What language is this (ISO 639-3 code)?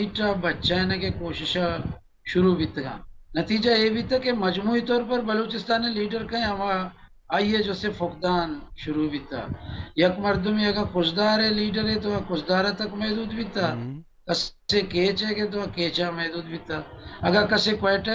bal